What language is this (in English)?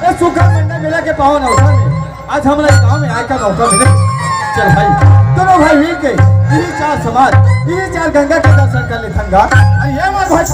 Chhattisgarhi